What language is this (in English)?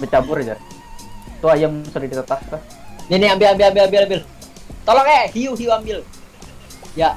Banjar